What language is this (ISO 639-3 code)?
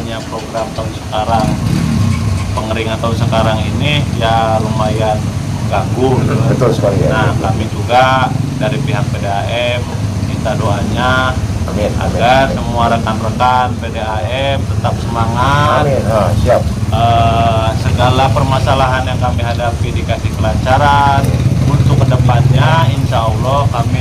ind